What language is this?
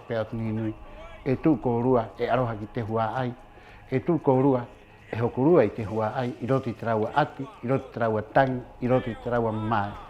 Rapanui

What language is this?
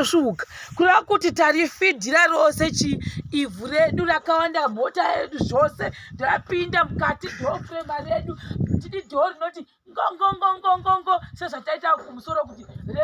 Shona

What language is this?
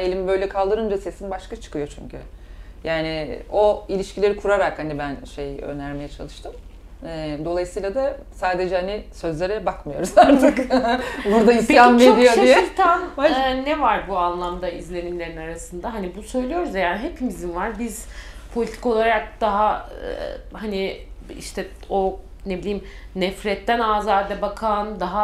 Turkish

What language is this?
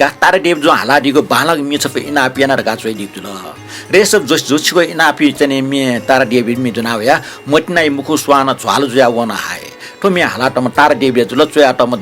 Newari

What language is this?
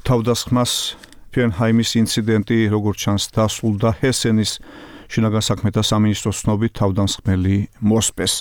Georgian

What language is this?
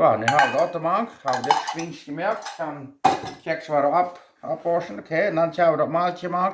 Plautdietsch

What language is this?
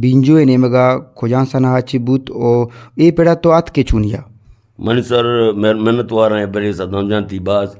Eastern Balochi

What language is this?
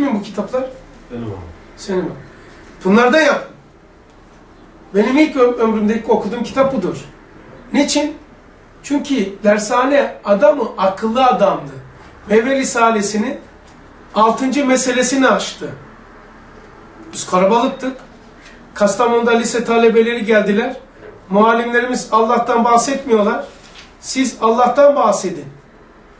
Turkish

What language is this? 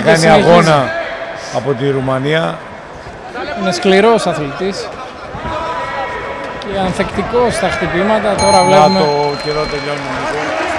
Greek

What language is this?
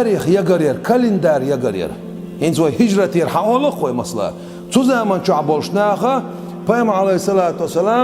Chechen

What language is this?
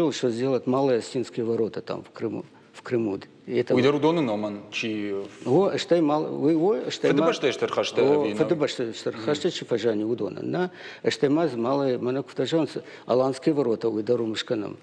Ossetic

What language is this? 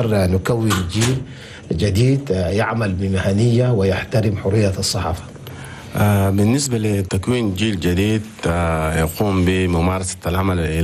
Chadian Arabic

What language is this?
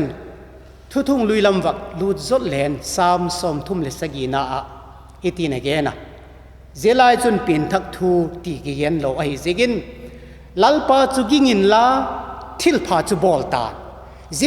Vaiphei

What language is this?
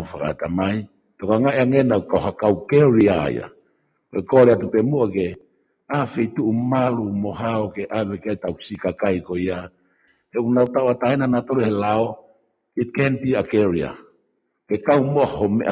Tongan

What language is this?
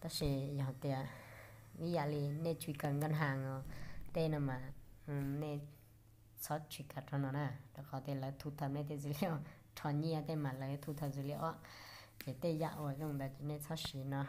Hmong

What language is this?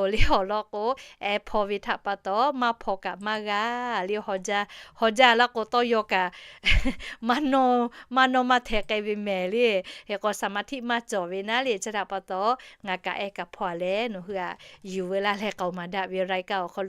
Lahu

